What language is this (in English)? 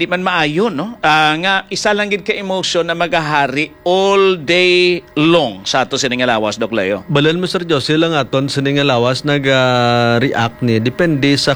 Hiligaynon